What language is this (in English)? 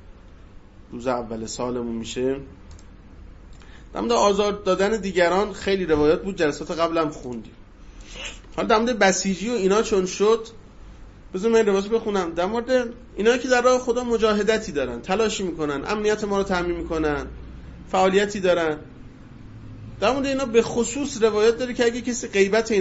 Persian